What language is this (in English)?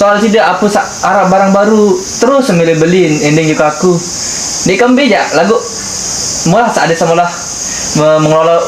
Sasak